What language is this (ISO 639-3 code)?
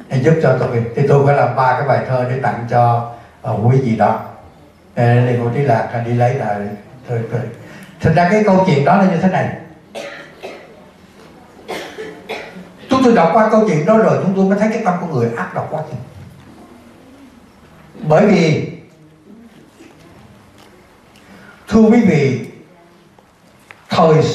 vie